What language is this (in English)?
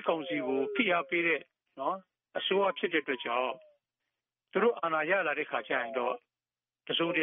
Burmese